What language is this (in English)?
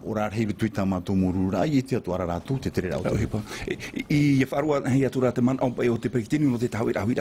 Tahitian